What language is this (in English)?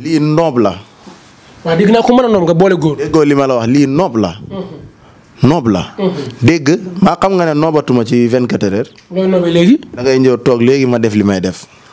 Wolof